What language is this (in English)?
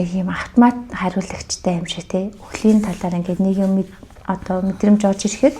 Mongolian